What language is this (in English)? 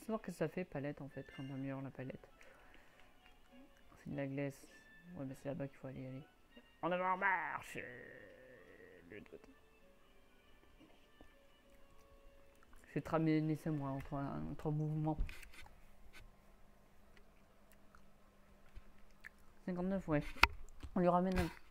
French